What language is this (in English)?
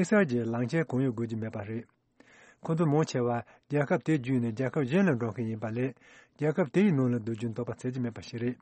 Tibetan